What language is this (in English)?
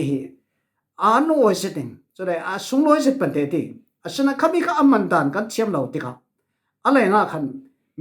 Falam Chin